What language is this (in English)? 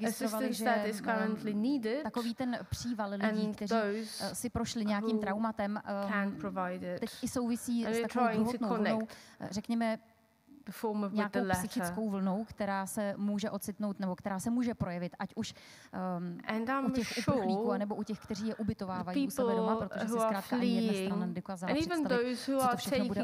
Czech